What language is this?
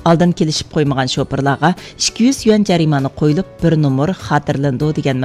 Uyghur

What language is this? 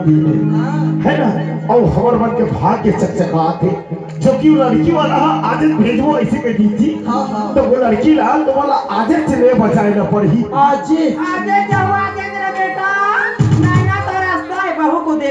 Chhattisgarhi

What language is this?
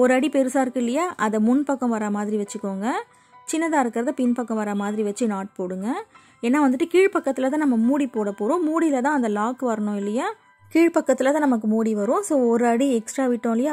Tamil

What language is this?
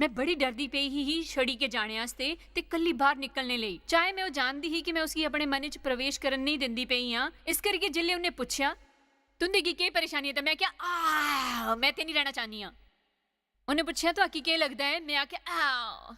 Dogri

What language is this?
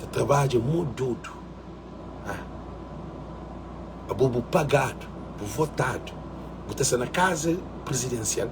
Kabuverdianu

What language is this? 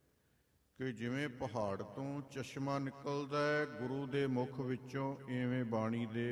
Punjabi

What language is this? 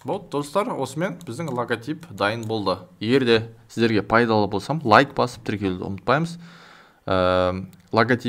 Kazakh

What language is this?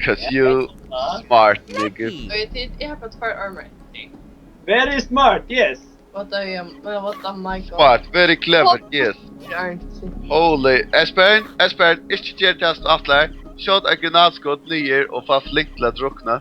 Faroese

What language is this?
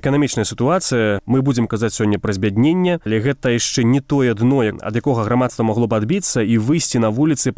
Belarusian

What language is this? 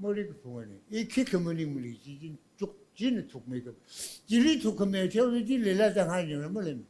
Tangkhul Naga (India)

